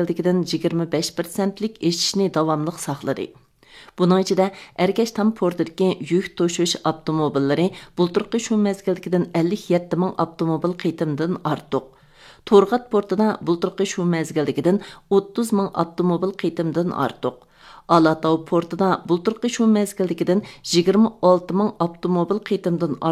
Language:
Uyghur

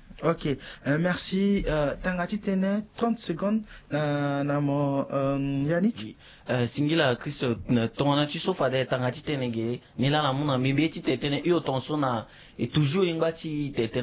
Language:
Sango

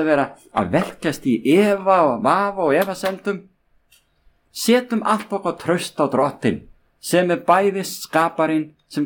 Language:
Icelandic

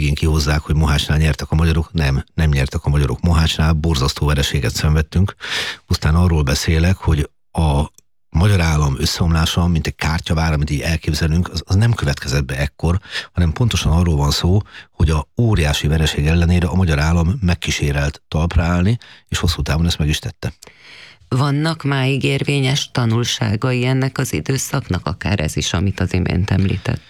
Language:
Hungarian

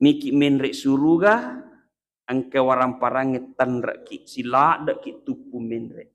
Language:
Buginese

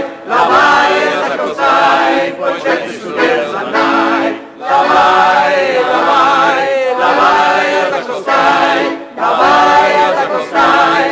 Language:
Sardinian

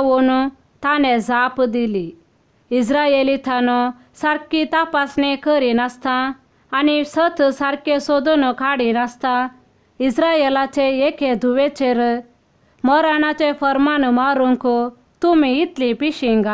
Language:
Konkani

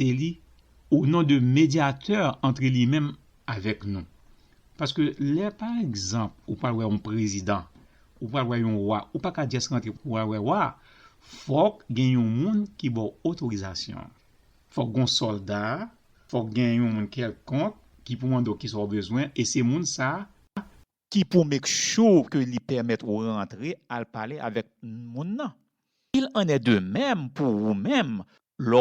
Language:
Haitian Creole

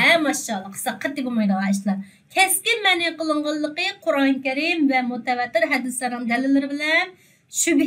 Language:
Uyghur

